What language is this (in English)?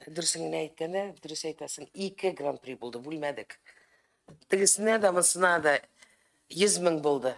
Tatar